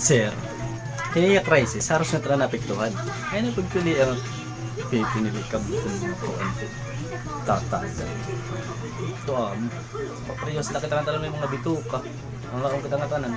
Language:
Waray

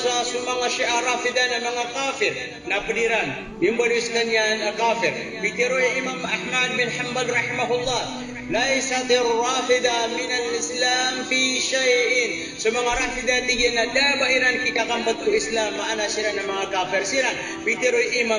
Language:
Maranao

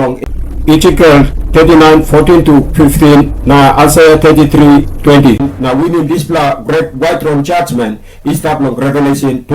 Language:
Tok Pisin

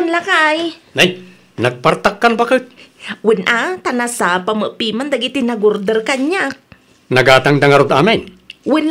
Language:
Iloko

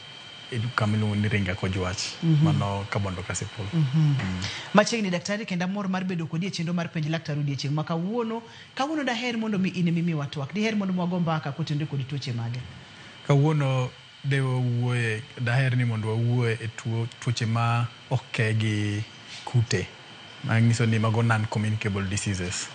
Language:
Luo (Kenya and Tanzania)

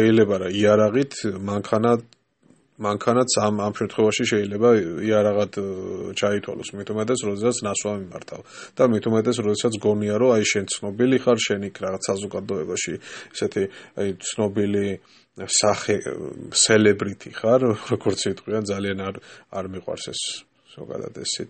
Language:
Georgian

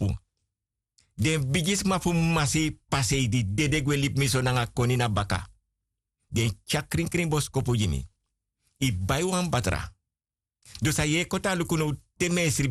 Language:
Sranan Tongo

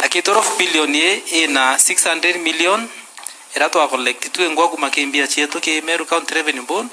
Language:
Meru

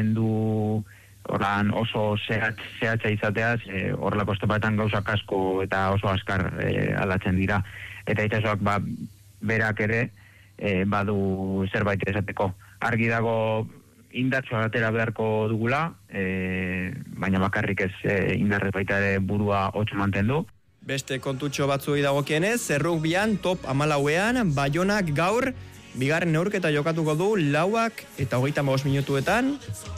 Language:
Basque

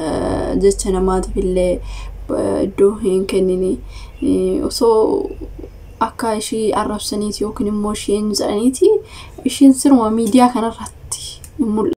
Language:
Oromo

